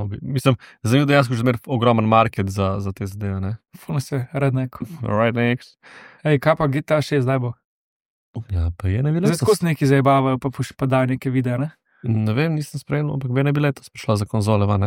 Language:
Slovenian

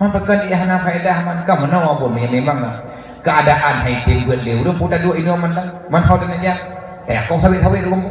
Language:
Achinese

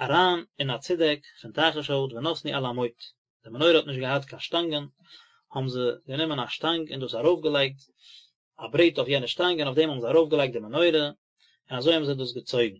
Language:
Yiddish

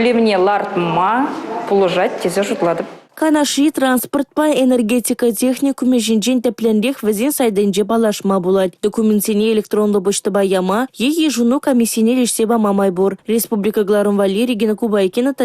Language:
Chuvash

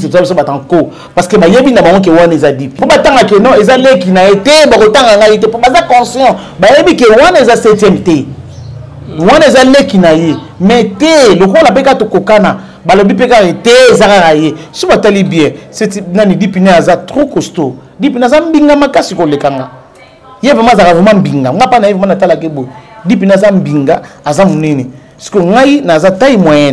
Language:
Lingala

